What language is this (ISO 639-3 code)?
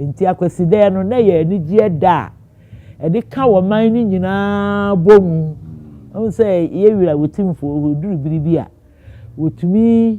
aka